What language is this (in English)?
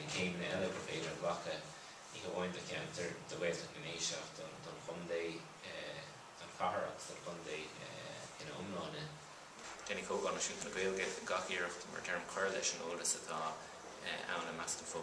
Irish